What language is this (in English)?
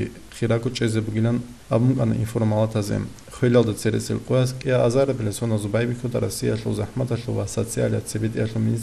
Avaric